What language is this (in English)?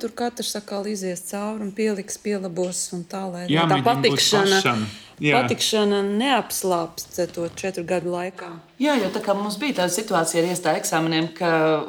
Latvian